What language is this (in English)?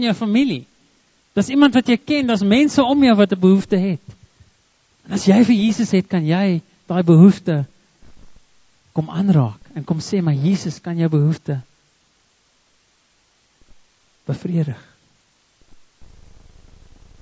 Afrikaans